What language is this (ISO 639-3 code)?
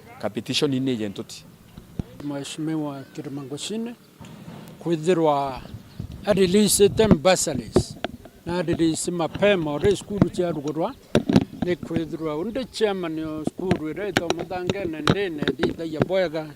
mer